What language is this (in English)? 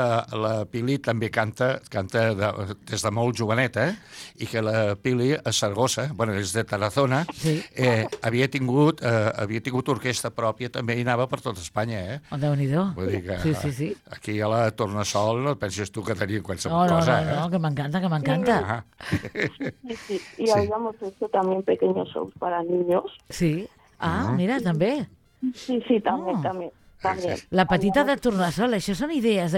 Catalan